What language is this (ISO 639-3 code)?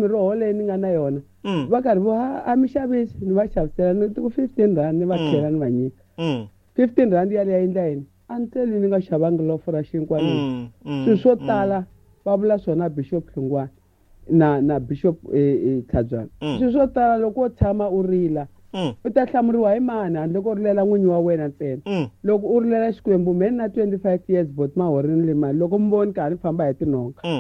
tso